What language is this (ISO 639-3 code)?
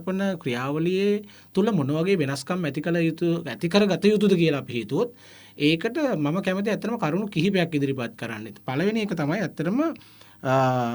sin